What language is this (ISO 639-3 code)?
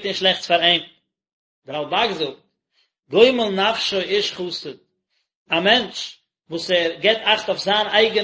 yid